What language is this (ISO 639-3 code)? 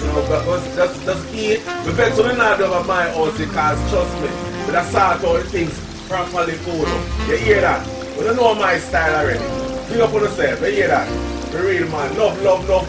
jam